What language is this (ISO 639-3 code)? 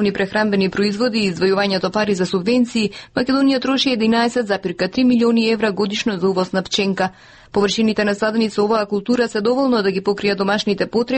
mkd